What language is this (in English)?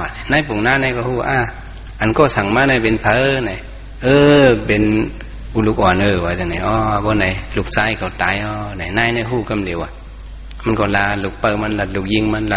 Shan